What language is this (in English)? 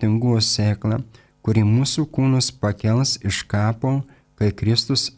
Lithuanian